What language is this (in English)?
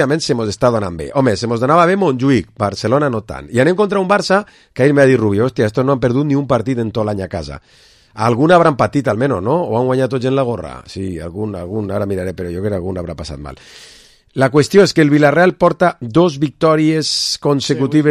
Catalan